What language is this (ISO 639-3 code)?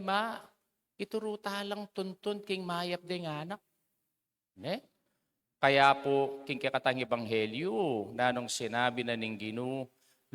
pam